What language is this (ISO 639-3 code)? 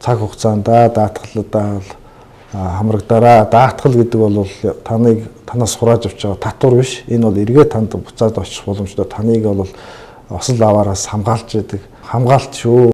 mon